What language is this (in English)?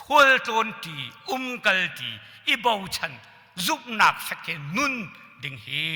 Hakha Chin